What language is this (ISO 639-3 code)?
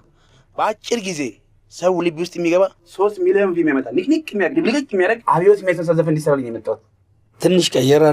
amh